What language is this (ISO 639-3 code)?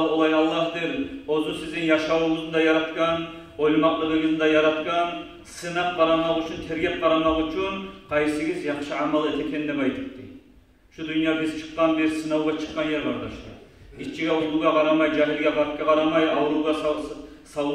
kum